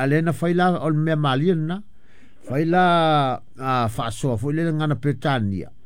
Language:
Samoan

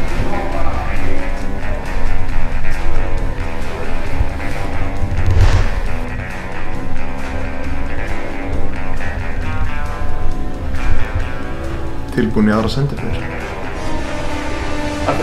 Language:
Icelandic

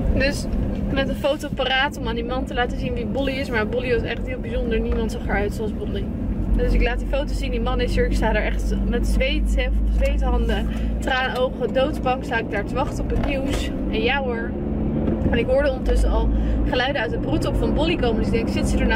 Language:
Dutch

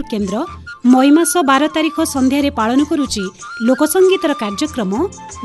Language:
Odia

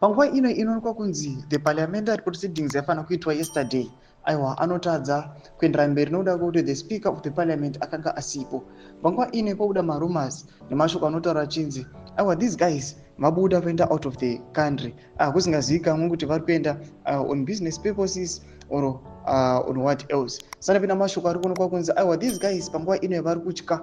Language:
Shona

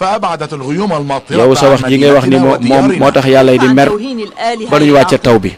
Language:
Wolof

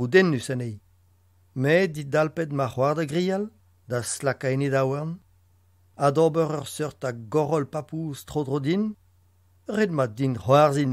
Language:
Breton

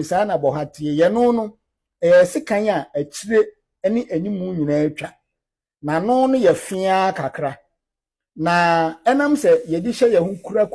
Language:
Akan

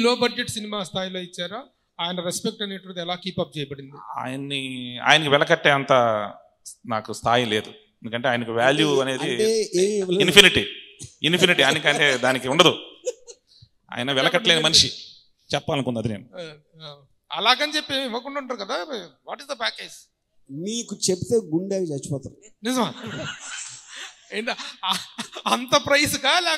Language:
Telugu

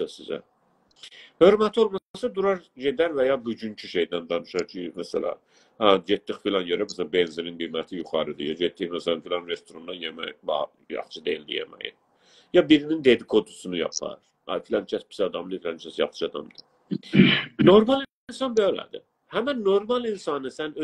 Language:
South Azerbaijani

